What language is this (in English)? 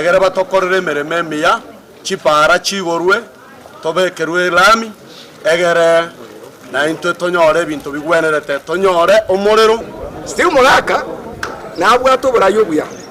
Gusii